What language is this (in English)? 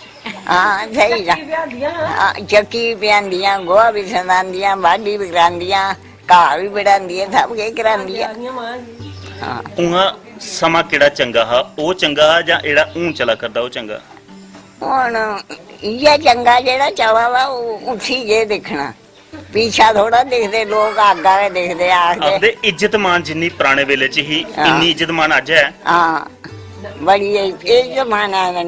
Dogri